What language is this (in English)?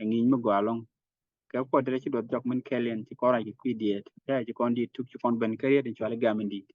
Nuer